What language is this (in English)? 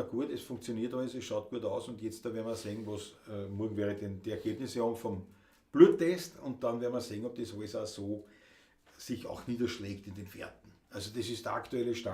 Bavarian